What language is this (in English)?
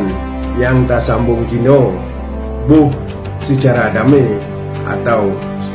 Achinese